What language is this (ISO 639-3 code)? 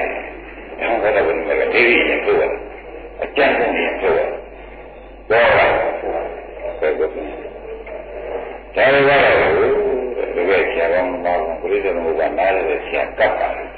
mya